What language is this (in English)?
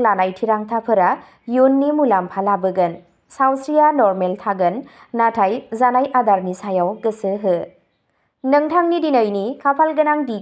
Bodo